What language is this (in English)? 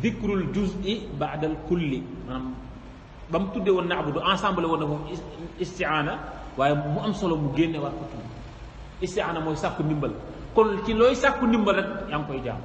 Wolof